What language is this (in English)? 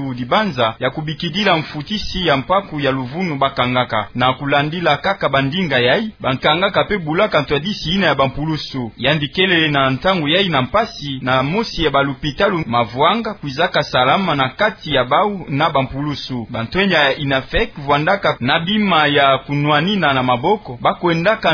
Kituba (Democratic Republic of Congo)